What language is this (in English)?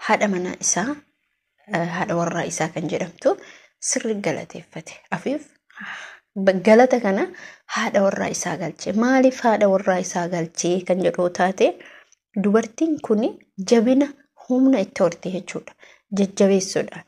Oromo